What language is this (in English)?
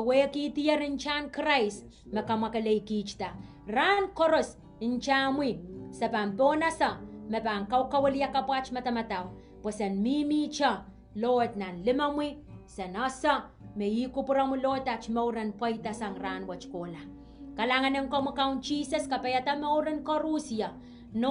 Pohnpeian